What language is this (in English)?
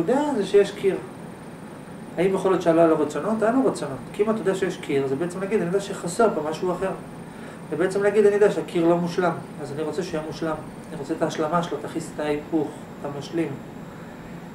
Hebrew